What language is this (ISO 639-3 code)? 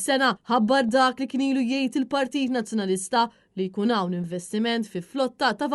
mlt